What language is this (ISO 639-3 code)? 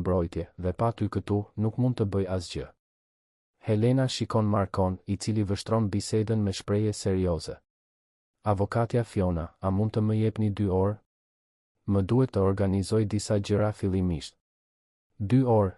sqi